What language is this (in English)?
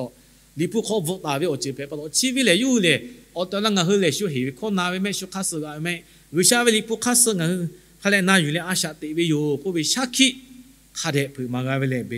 Lahu